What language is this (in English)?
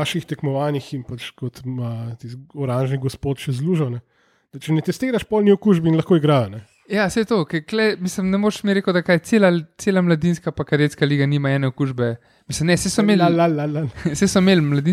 Slovenian